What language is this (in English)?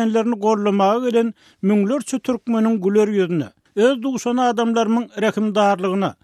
Turkmen